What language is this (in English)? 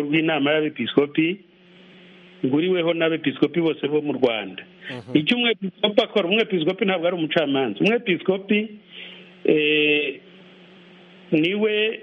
Kinyarwanda